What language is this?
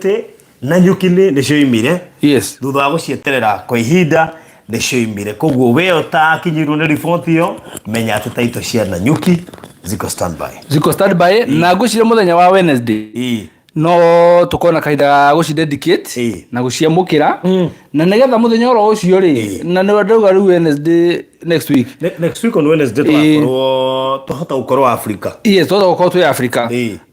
Kikuyu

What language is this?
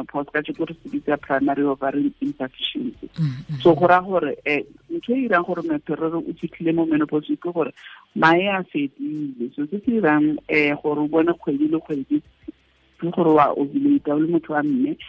Tswana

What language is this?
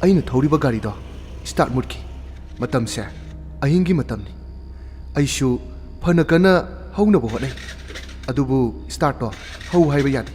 Manipuri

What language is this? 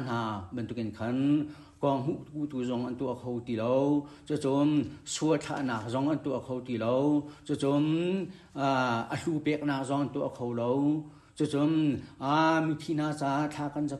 Hakha Chin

